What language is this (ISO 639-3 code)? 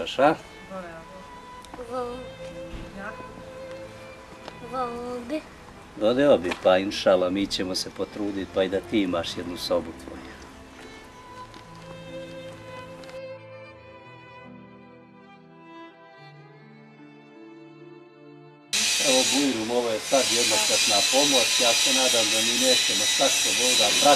bos